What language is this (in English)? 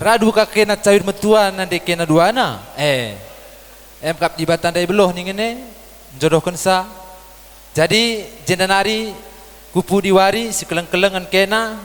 Batak Karo